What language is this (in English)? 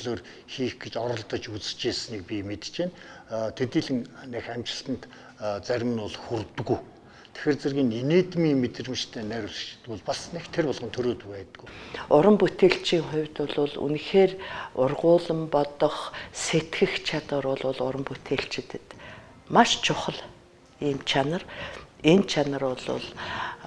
Mongolian